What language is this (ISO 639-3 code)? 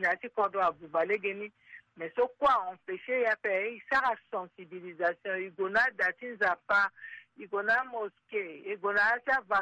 sag